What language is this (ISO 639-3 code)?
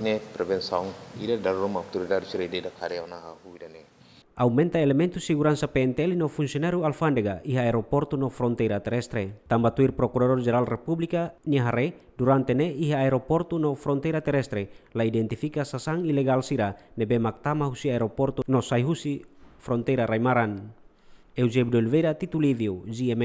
tet